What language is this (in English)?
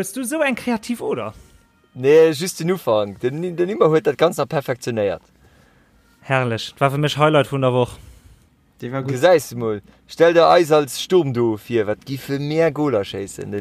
Luxembourgish